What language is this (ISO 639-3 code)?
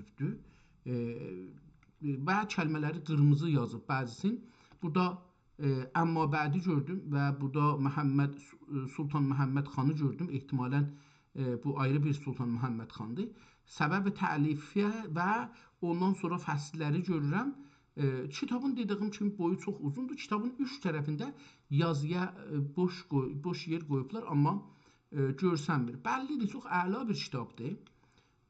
azb